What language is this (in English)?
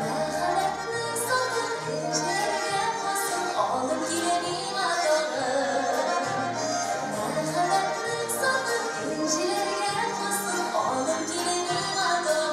Tatar